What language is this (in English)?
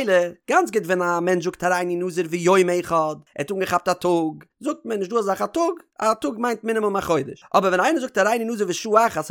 Yiddish